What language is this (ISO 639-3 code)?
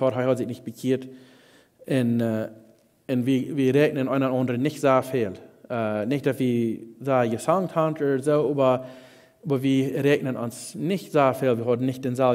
pdt